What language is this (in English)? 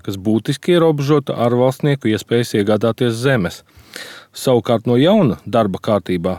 Latvian